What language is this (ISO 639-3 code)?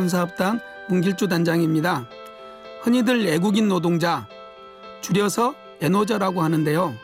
kor